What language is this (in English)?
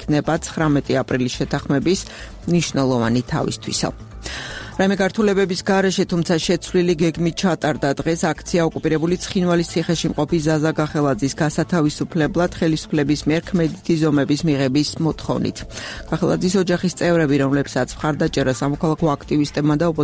Georgian